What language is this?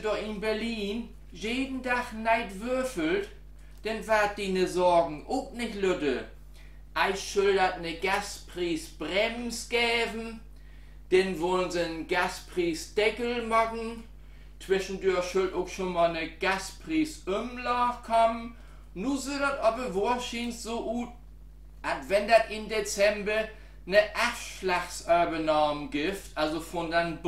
Low German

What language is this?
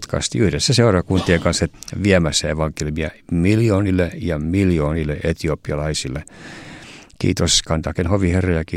Finnish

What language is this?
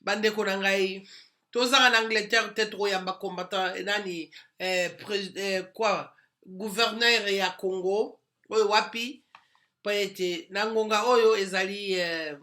Lingala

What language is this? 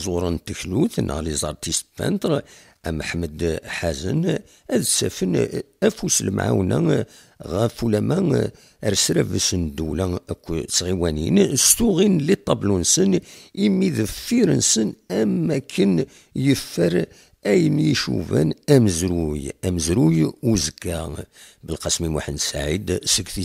Kabyle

